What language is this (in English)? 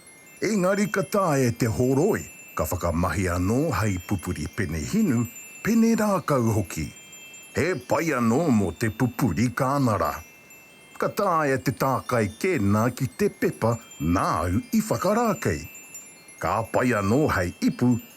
Māori